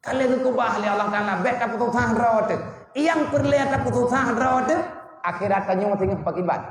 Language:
Achinese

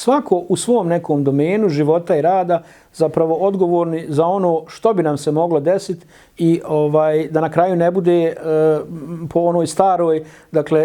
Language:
Bosnian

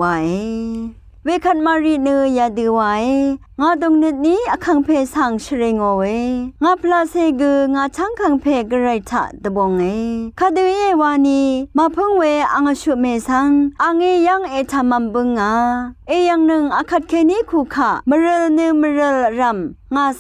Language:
Rawang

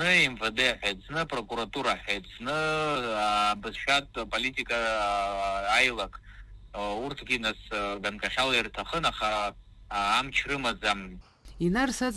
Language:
Abkhazian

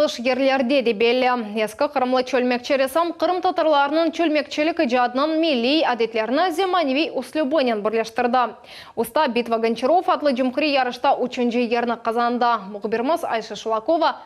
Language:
Crimean Tatar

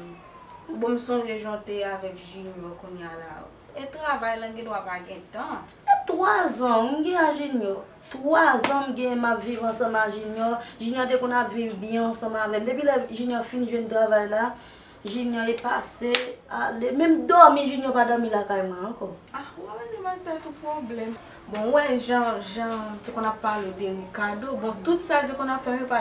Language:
Haitian Creole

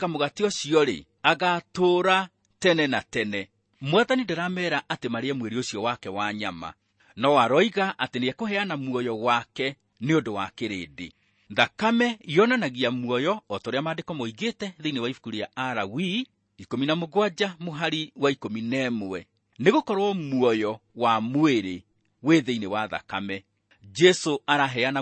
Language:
Kikuyu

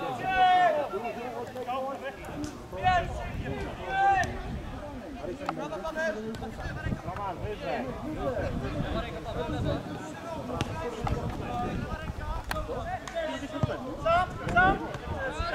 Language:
Polish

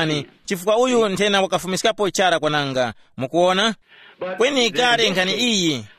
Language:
Tumbuka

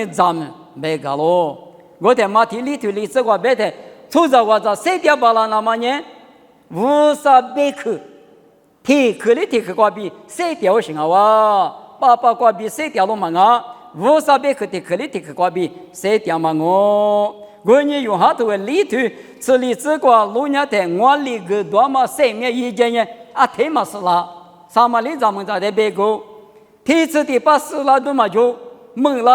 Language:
Lisu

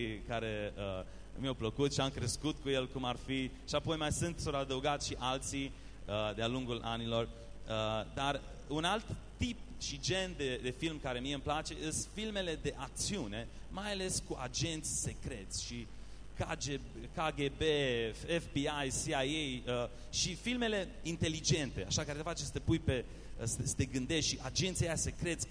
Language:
Romanian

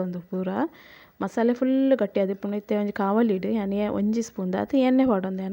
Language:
Tulu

